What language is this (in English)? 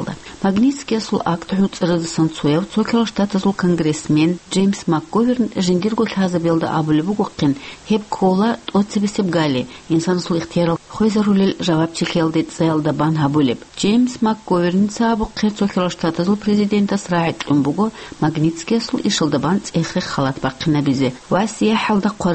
Avaric